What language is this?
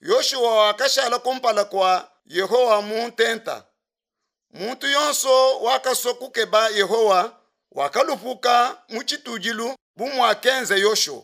Luba-Lulua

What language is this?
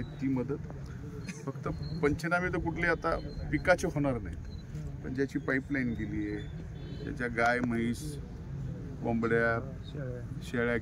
Marathi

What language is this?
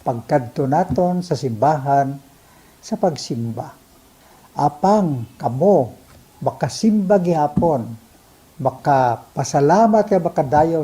Hiligaynon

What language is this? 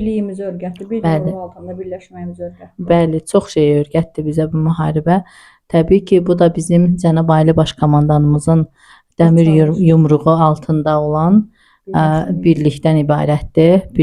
Azerbaijani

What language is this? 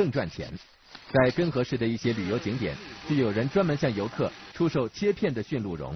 Chinese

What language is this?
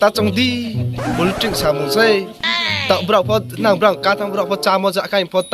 Riang (India)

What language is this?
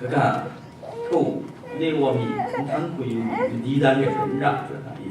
Kachin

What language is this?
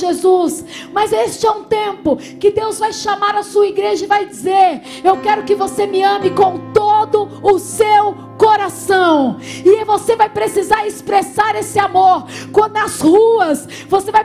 Portuguese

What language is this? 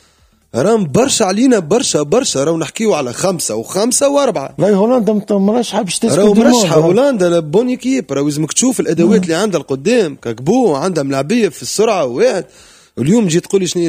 Tunisian Arabic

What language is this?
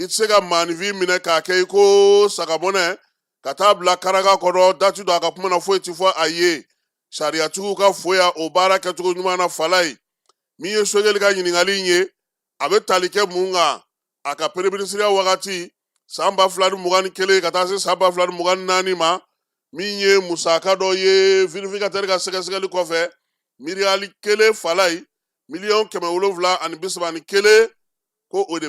Bambara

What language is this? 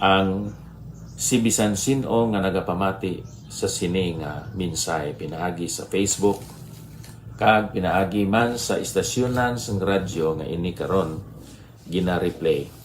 Hiligaynon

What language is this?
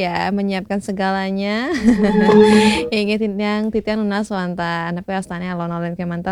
Balinese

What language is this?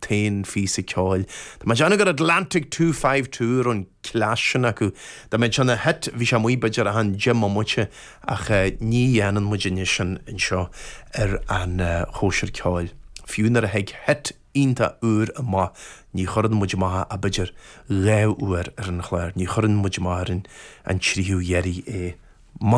Irish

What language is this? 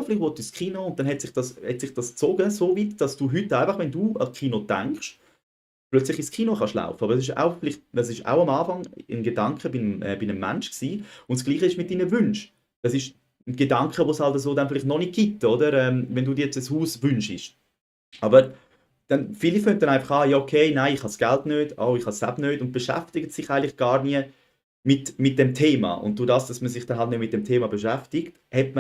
Swiss German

